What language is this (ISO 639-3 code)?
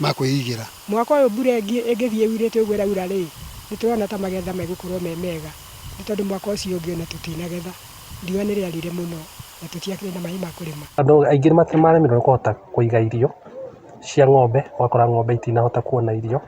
kik